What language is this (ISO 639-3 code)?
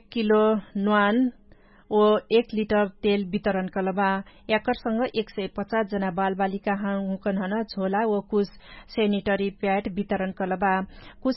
thl